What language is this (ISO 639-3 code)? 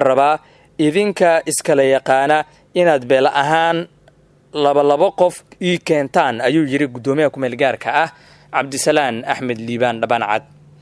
som